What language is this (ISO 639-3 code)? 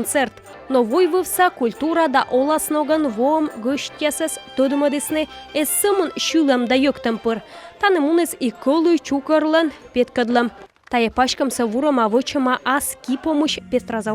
kom